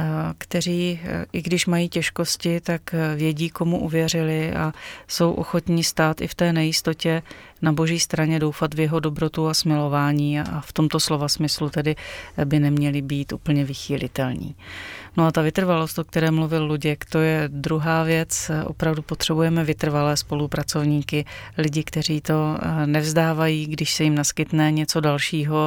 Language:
Czech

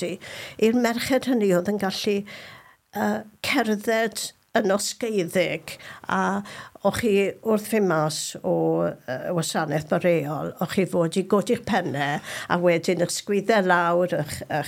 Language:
Welsh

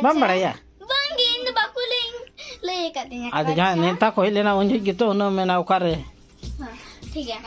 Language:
Santali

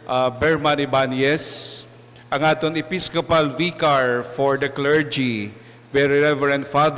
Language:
Hiligaynon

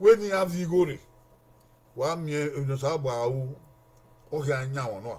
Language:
Bini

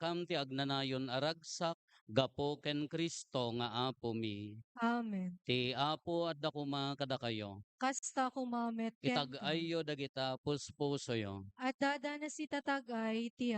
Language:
Iloko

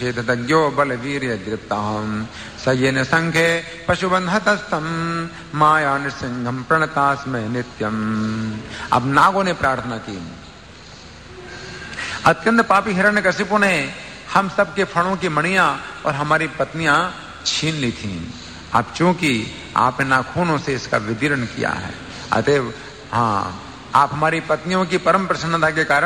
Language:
Hindi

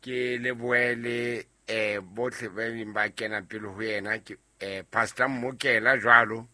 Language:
Southern Sotho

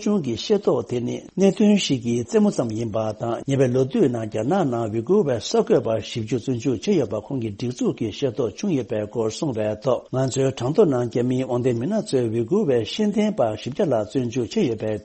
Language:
Tibetan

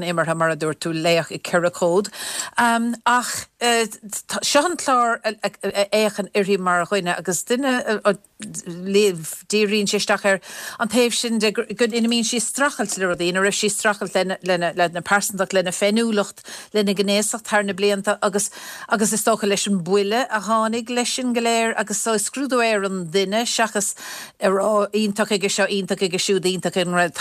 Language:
Irish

